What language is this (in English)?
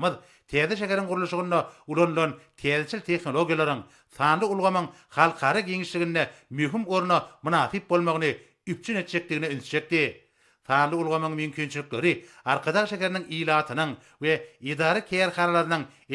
Turkmen